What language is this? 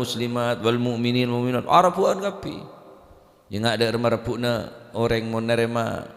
Madurese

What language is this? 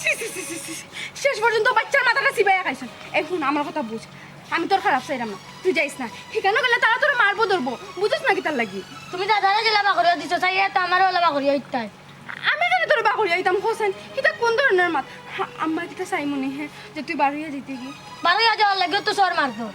Sylheti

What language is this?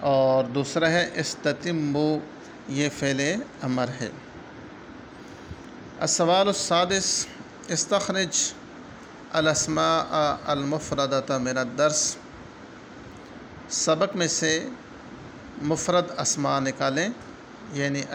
Urdu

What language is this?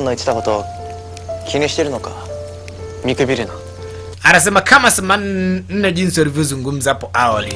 Swahili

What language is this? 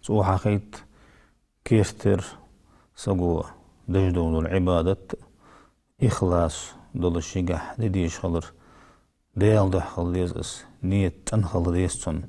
Ingush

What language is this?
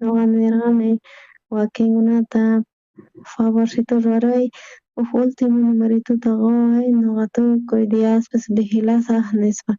South Bolivian Quechua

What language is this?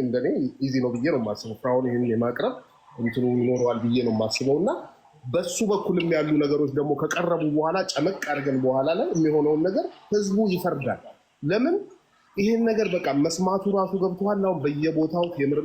Amharic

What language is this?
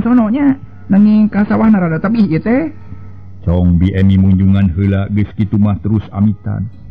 Sundanese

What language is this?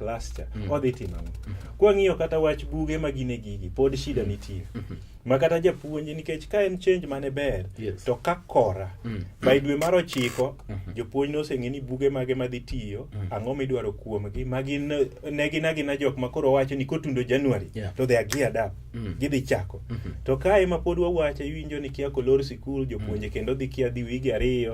Luo (Kenya and Tanzania)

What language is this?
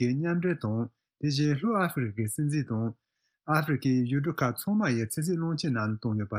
Tibetan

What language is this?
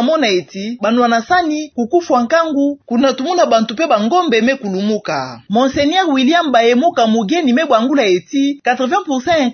Kituba (Democratic Republic of Congo)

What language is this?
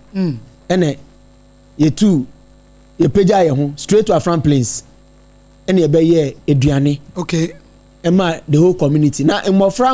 Akan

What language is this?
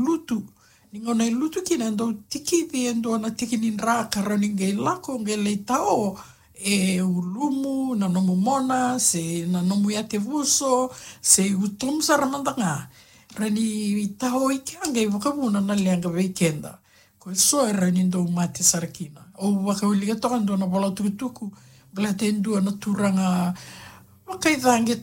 Fijian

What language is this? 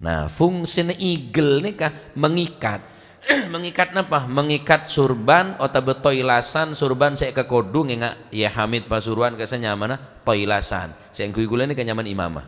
Madurese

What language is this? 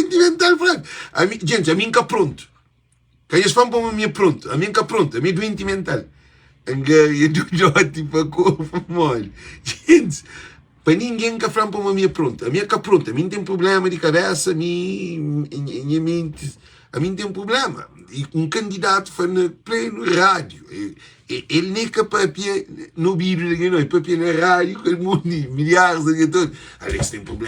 Kabuverdianu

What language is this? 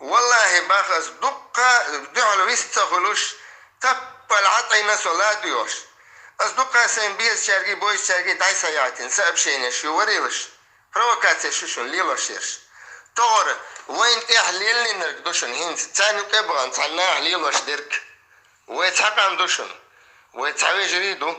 Chechen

